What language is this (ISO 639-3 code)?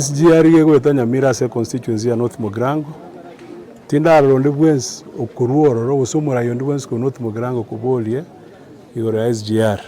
guz